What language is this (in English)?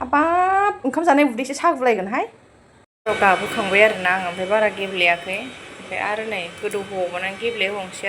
Bodo